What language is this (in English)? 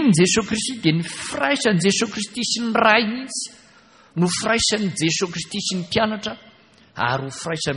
Malagasy